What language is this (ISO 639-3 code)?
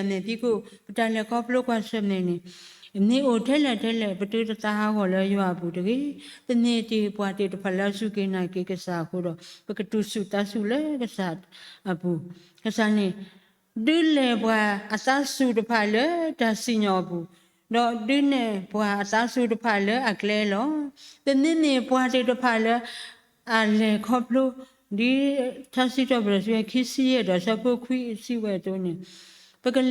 ksw